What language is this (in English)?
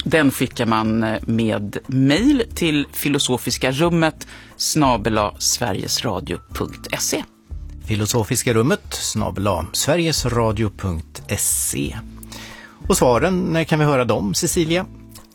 Swedish